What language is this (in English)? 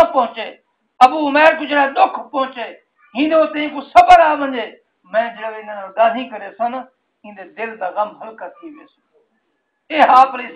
Saraiki